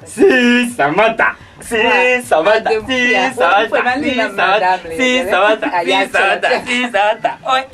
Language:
Dagbani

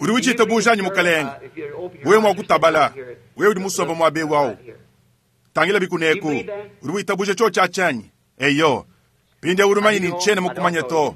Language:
Luba-Lulua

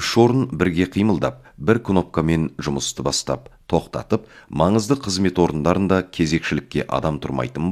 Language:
Kazakh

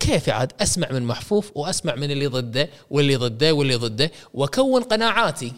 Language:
Gulf Arabic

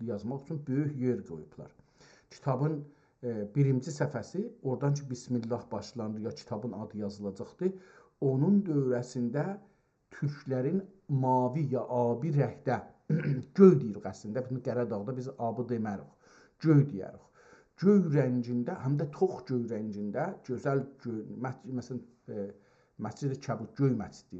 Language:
South Azerbaijani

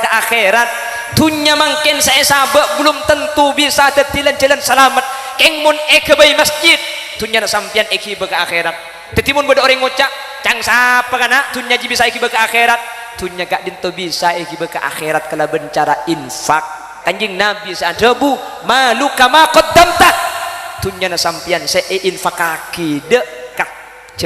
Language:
Madurese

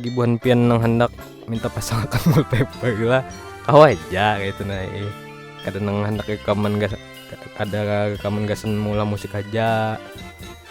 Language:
Banjar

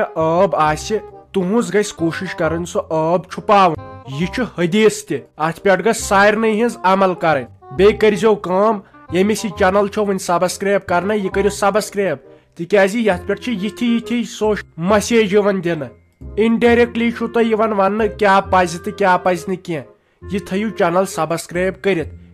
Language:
Kashmiri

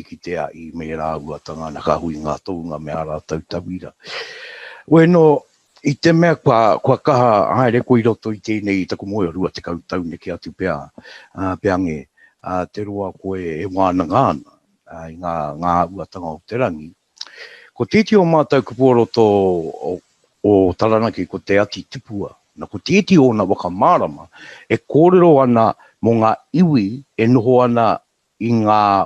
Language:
Māori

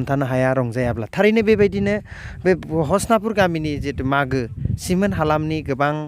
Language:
Bodo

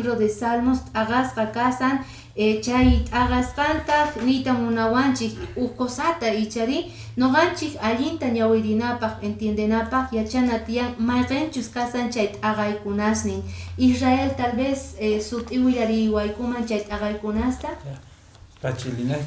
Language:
Quechua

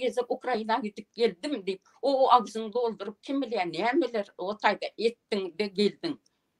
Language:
Turkmen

